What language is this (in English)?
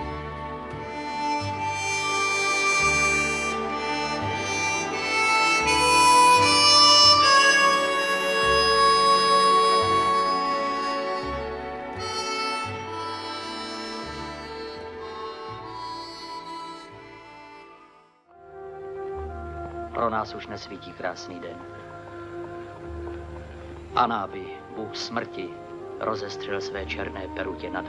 Czech